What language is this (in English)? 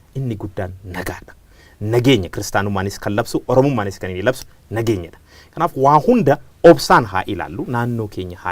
Oromo